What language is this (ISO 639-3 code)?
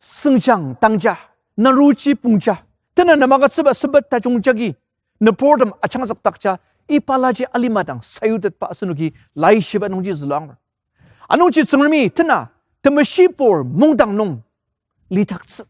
njo